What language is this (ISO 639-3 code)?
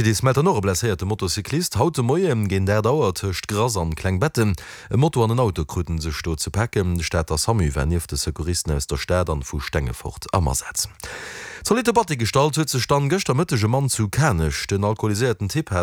ltz